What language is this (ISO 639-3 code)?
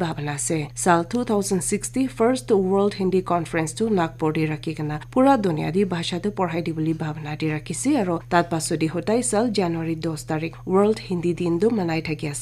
nag